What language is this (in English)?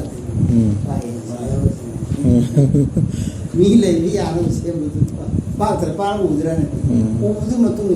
Manipuri